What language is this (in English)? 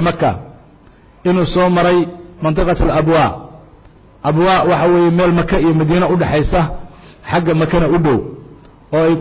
Somali